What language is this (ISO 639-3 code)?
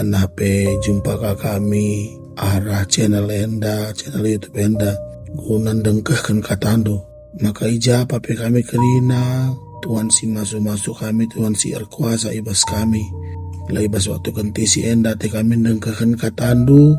btx